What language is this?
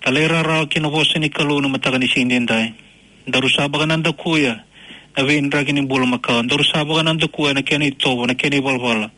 Fijian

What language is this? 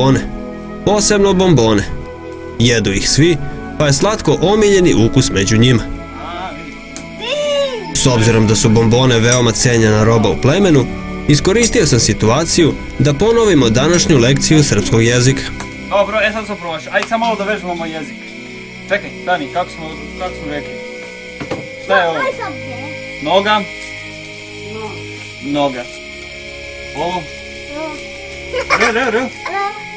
Serbian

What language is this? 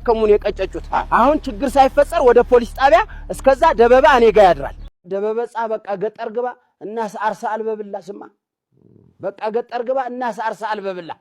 Amharic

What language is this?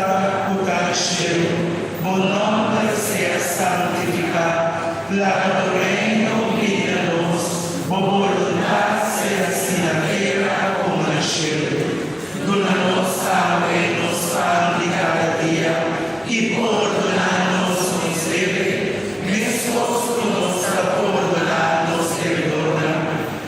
Papiamento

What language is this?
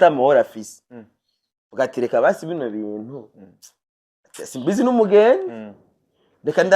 Rundi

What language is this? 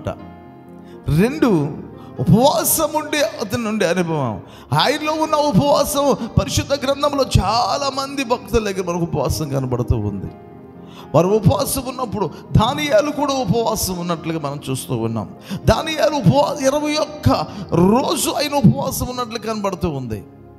Telugu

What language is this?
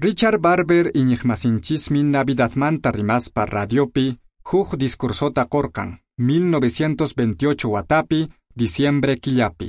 Quechua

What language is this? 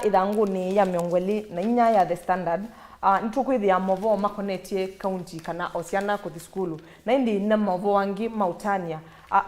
Kamba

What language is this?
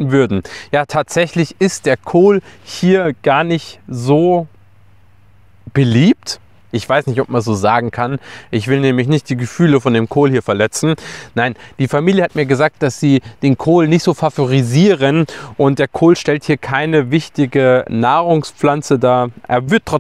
German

